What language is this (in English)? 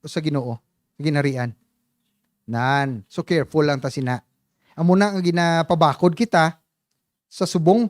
Hiligaynon